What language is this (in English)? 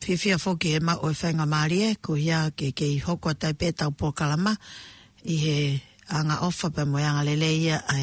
Tongan